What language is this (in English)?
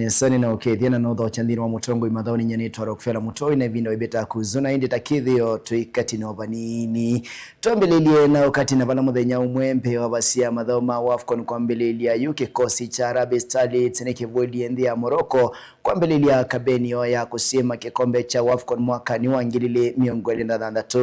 Kamba